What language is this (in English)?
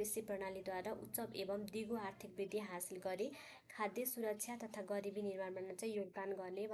Nepali